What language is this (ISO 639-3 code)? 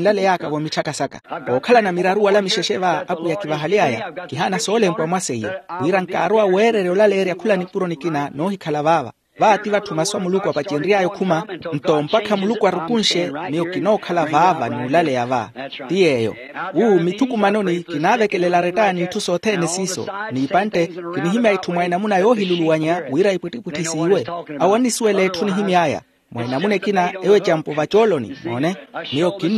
vmw